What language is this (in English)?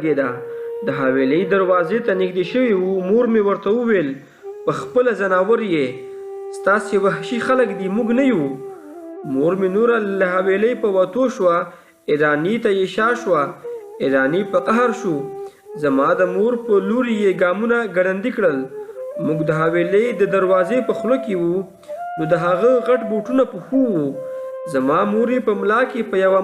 Pashto